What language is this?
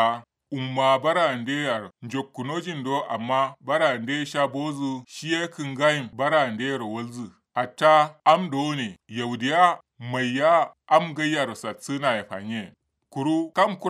Kanuri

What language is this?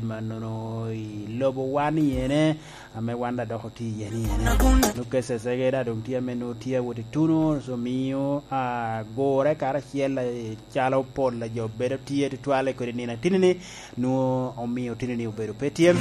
Lango (Uganda)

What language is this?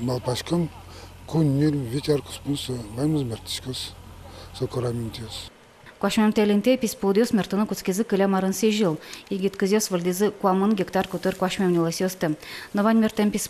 Udmurt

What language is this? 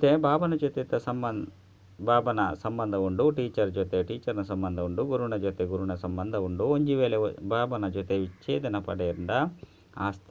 Tulu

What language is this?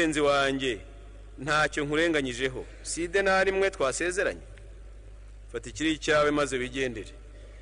Kinyarwanda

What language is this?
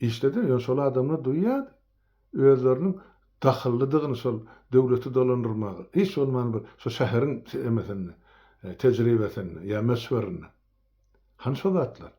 Turkmen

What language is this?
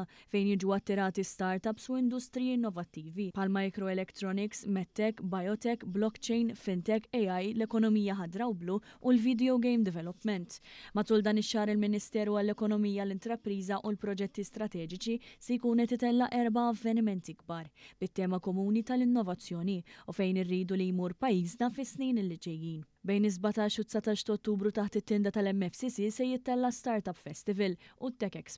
Maltese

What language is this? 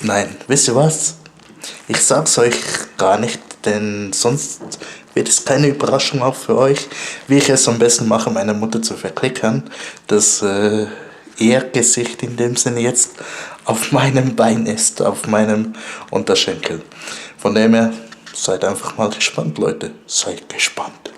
Swiss German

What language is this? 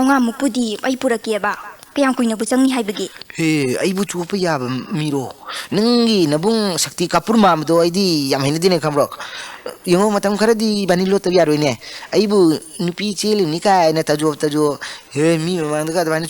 Manipuri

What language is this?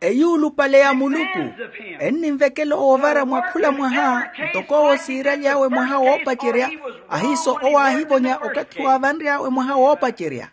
Makhuwa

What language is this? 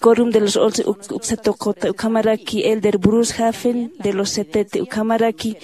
Aymara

